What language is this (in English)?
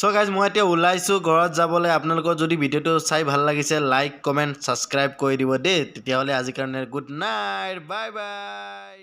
Assamese